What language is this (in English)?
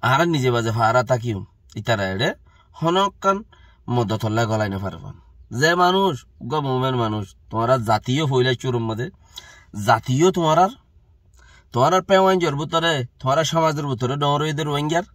Rohingya